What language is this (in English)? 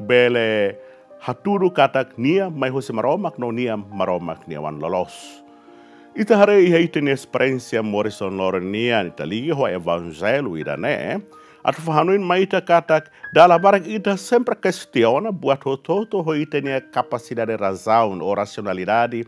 Tetum